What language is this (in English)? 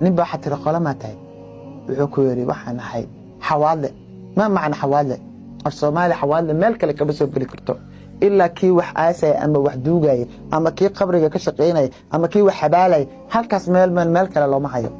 Somali